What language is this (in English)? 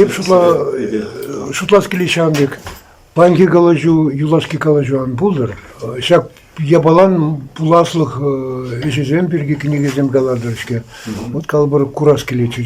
Chuvash